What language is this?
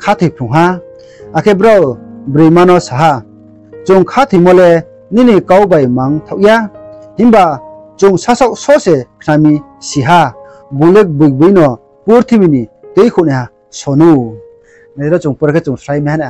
Riang (India)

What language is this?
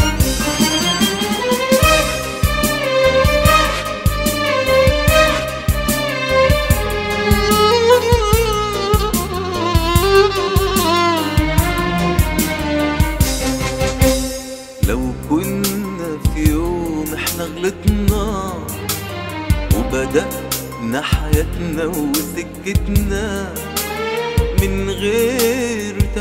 Egyptian Arabic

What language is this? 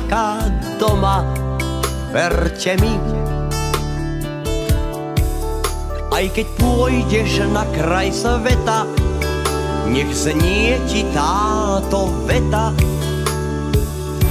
Slovak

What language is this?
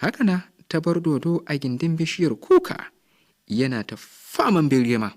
Hausa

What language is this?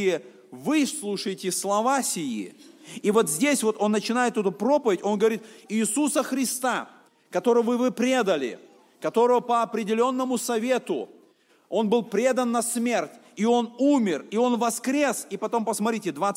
Russian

